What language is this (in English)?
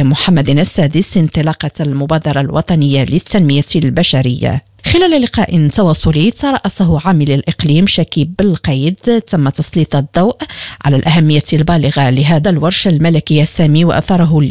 Arabic